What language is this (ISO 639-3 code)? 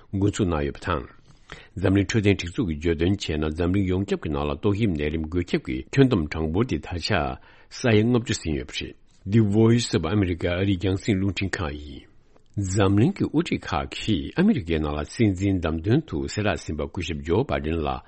bod